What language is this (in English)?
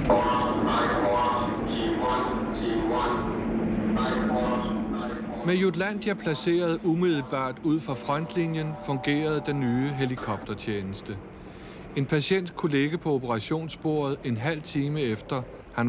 Danish